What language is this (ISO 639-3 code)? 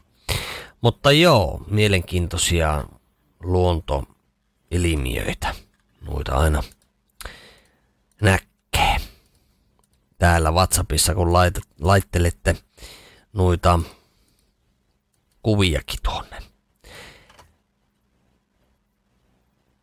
fin